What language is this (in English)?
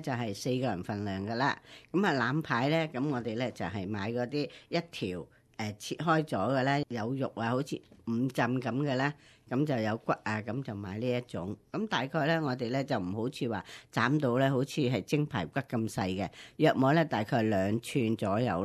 Cantonese